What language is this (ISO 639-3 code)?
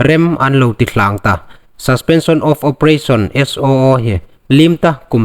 hmr